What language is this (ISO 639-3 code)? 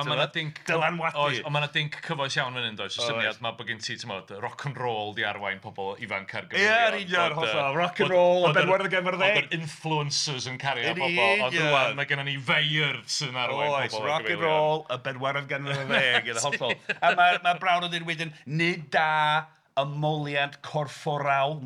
cym